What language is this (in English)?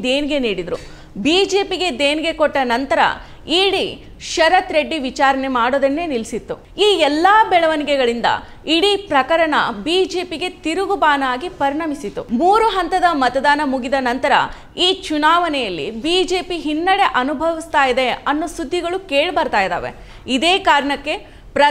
Kannada